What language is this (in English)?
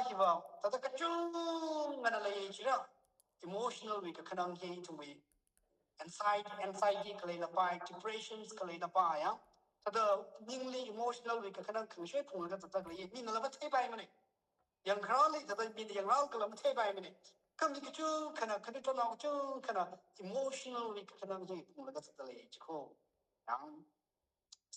Tangkhul Naga (India)